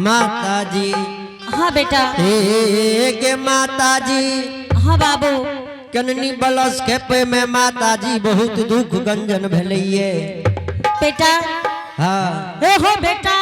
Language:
Angika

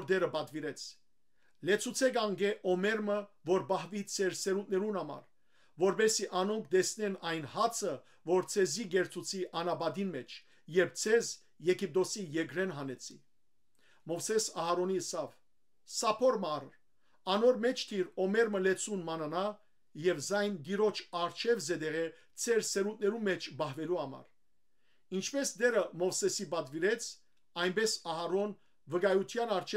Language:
Western Armenian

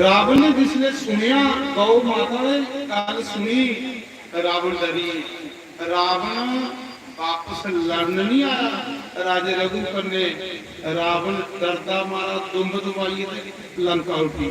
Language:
Dogri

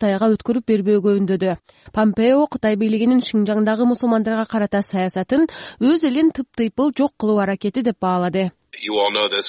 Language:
Kyrgyz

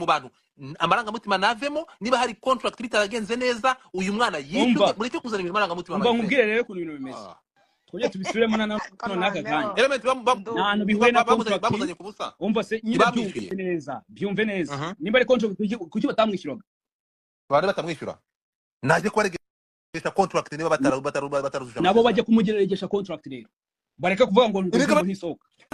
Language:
Kinyarwanda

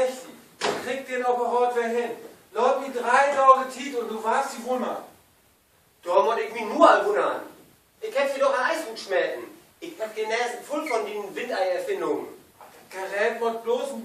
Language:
Low German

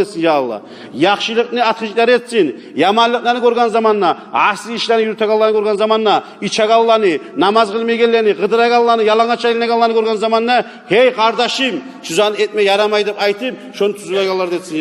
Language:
Kumyk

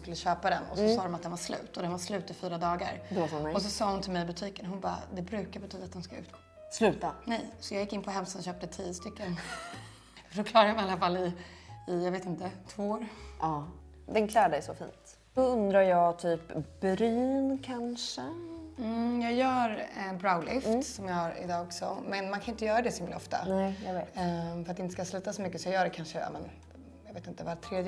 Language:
Swedish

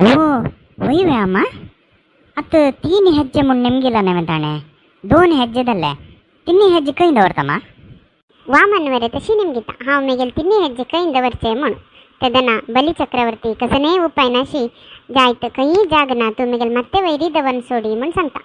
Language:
Konkani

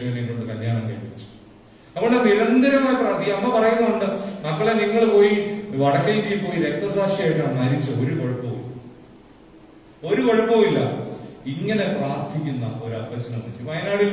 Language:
Malayalam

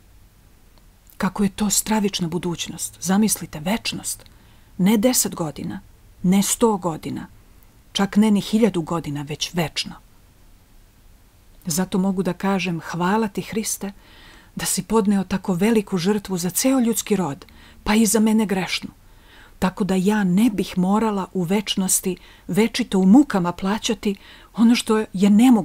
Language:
Serbian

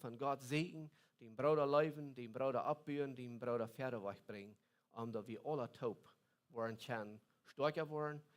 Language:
Plautdietsch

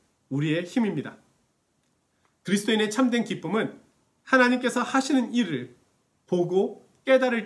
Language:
Korean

